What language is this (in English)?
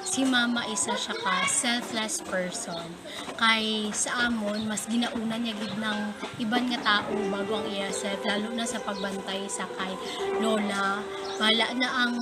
Hiligaynon